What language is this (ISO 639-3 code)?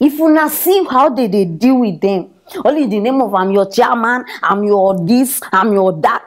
pcm